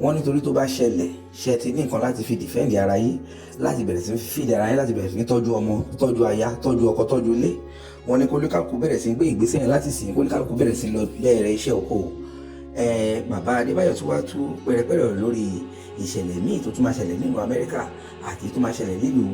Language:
Yoruba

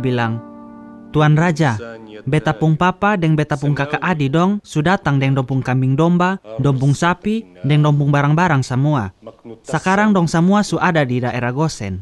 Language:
Kupang Malay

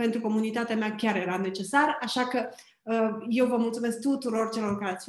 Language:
Romanian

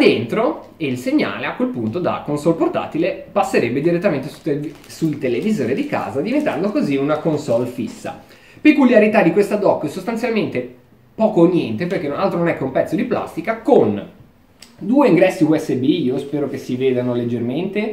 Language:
Italian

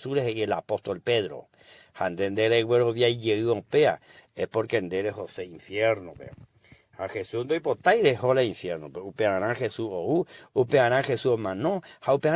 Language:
Guarani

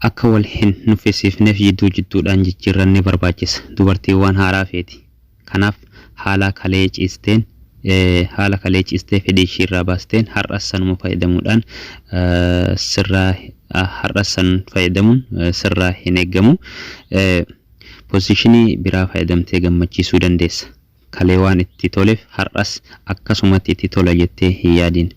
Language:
Oromo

